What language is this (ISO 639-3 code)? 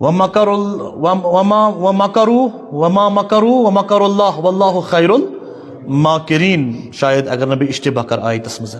kas